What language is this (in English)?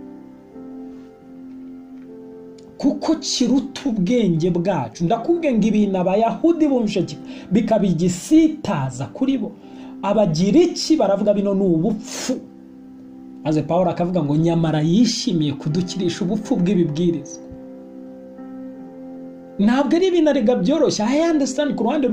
Kinyarwanda